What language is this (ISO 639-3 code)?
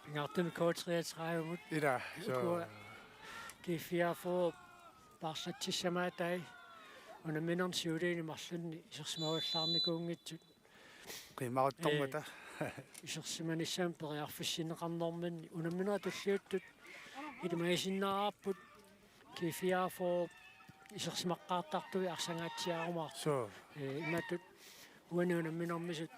kal